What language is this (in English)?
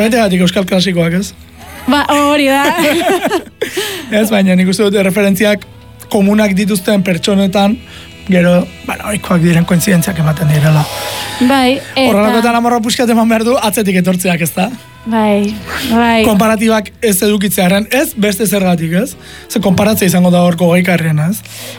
Basque